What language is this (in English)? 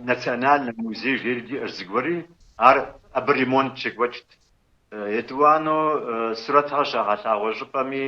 Kabardian